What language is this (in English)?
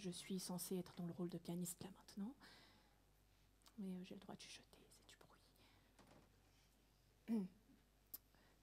French